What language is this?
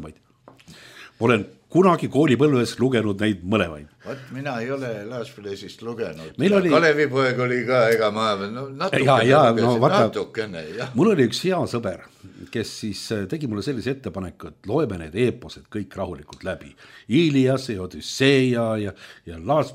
Estonian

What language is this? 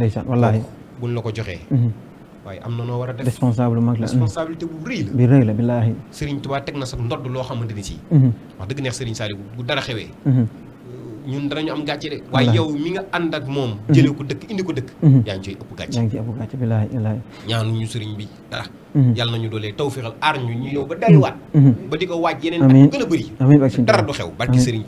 Wolof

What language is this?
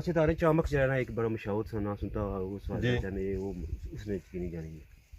Pahari-Potwari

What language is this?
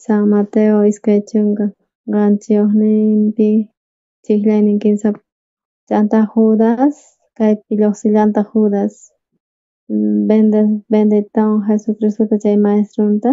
South Bolivian Quechua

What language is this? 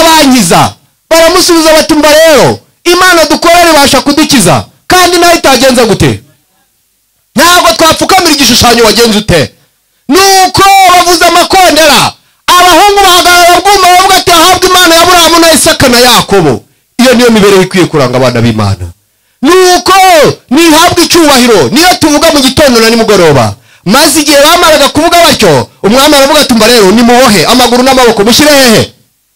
Kinyarwanda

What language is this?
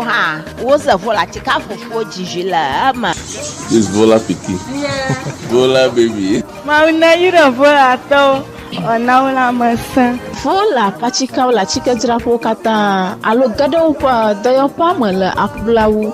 Ewe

